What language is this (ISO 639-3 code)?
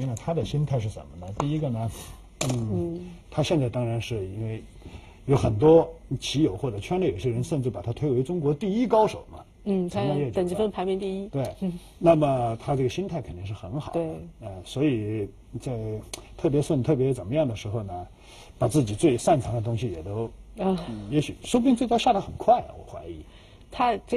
zho